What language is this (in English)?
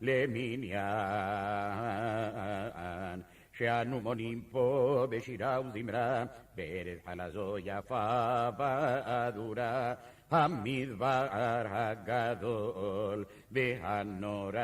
Ladino